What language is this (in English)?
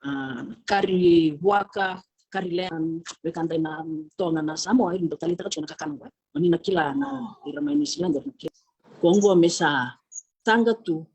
Fijian